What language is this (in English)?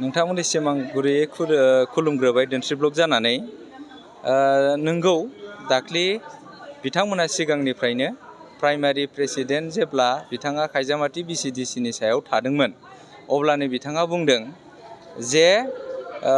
Bodo